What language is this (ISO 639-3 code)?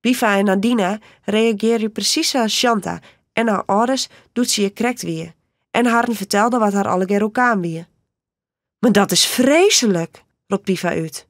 fry